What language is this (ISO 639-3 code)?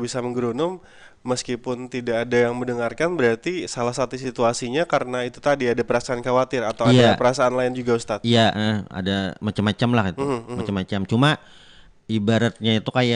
bjn